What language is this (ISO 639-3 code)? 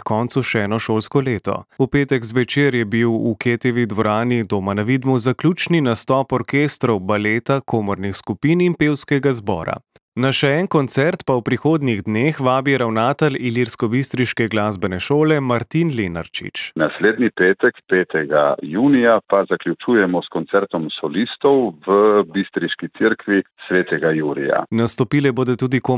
slv